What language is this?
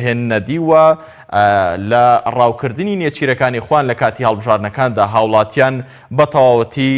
Central Kurdish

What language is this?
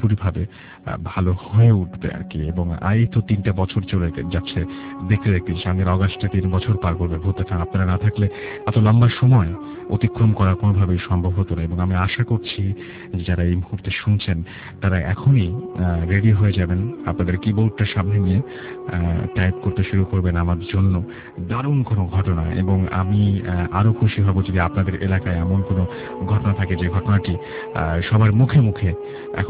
Bangla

